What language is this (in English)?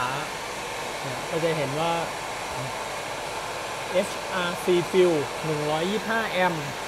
Thai